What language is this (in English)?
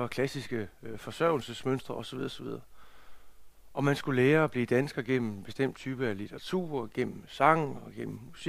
Danish